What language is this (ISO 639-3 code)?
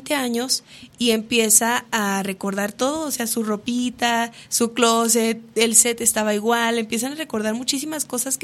spa